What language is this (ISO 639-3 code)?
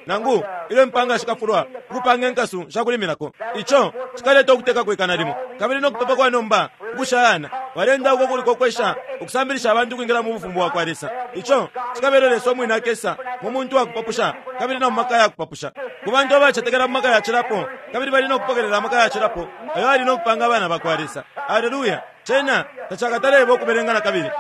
bem